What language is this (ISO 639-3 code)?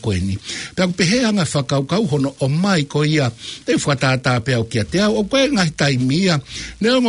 ton